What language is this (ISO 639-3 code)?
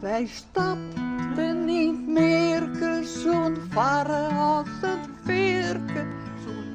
fry